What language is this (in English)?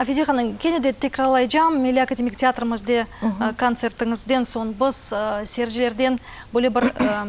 Crimean Tatar